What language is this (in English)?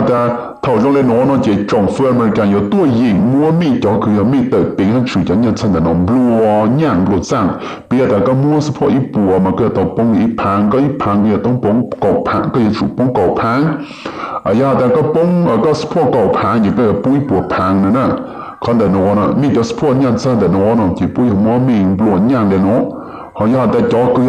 Hmong